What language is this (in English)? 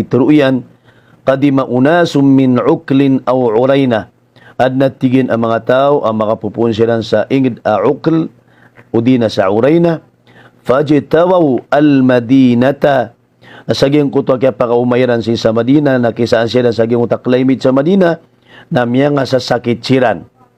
Maranao